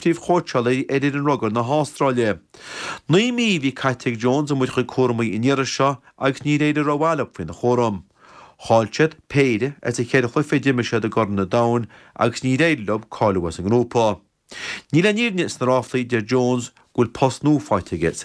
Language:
Irish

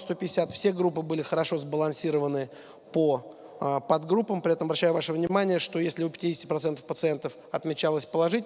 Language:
Russian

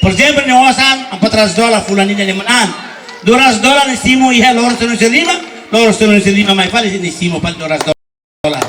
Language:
Tetum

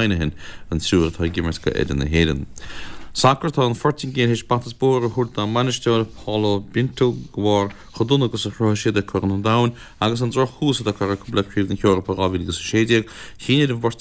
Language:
Irish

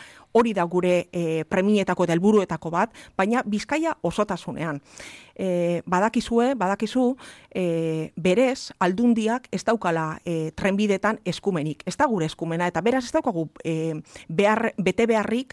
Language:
Basque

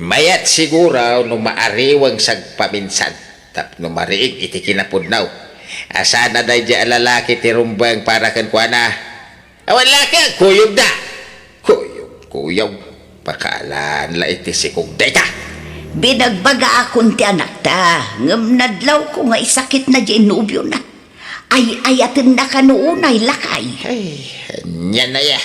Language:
Iloko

